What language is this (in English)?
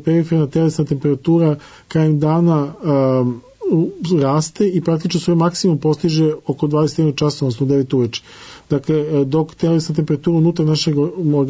Serbian